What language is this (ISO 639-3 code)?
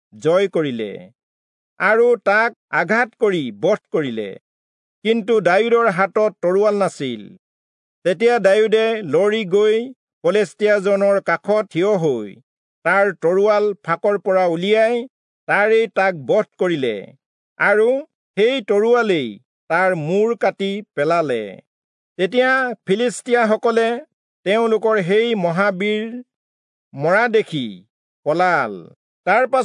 asm